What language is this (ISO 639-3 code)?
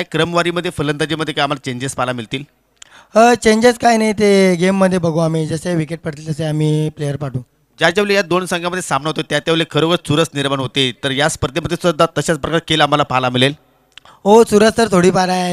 mar